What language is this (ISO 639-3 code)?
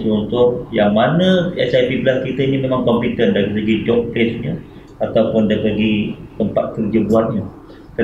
msa